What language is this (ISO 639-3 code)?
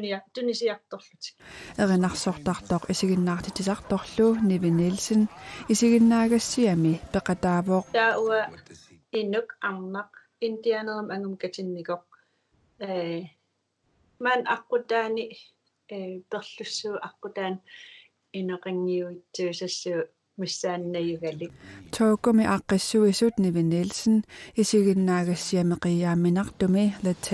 kal